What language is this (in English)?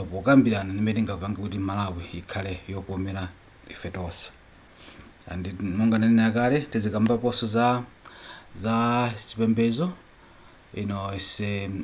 Nyanja